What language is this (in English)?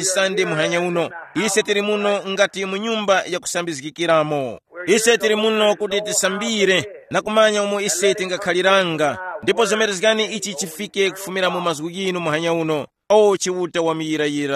Tumbuka